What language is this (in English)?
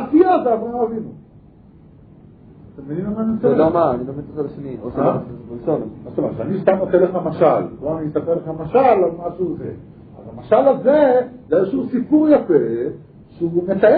Hebrew